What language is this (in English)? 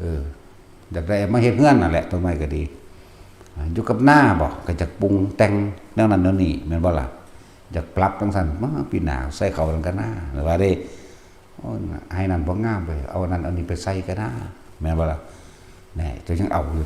Northeastern Thai